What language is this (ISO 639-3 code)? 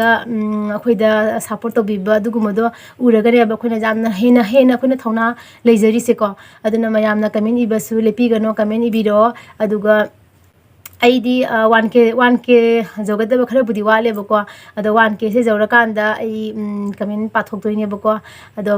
mni